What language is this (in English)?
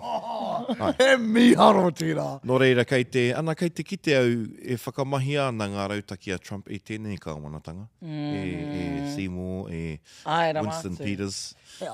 Māori